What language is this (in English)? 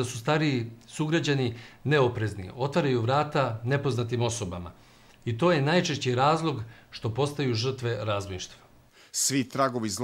Serbian